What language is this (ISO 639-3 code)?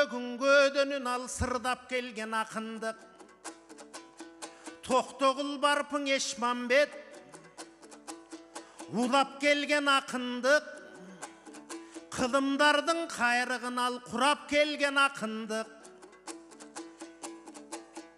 kir